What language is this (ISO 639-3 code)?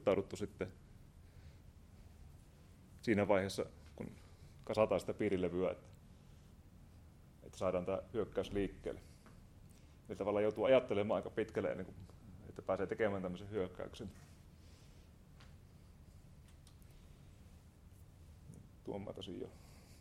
fin